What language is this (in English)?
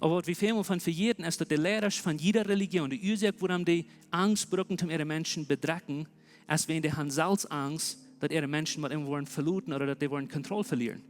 Plautdietsch